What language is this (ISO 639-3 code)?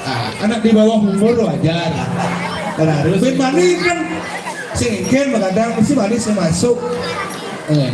ban